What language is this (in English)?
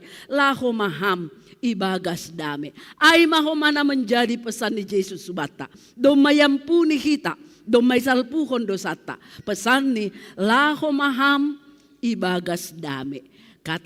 Batak Simalungun